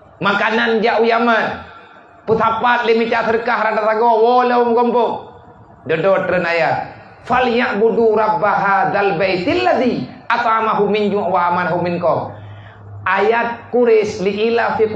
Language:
Achinese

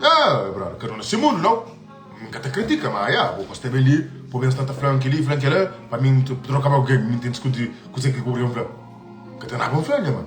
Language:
Kabuverdianu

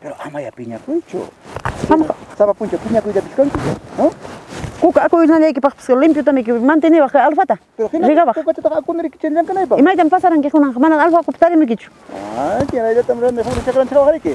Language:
Ayacucho Quechua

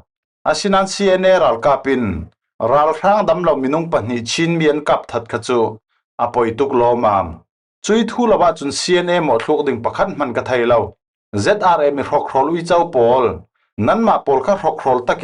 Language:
Falam Chin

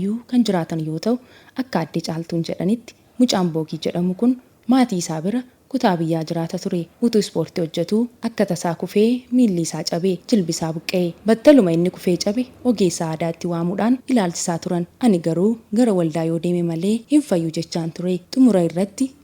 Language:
Oromo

